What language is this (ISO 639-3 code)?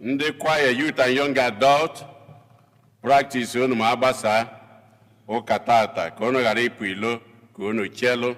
ibo